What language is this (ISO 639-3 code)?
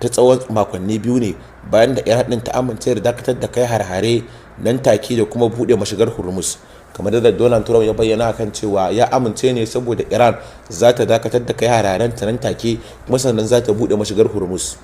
hau